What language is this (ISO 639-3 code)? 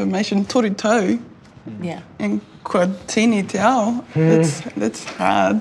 eng